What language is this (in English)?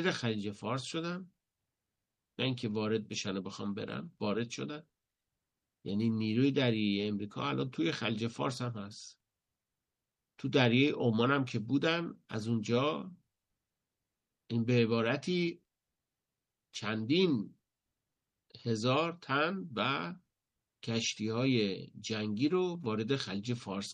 Persian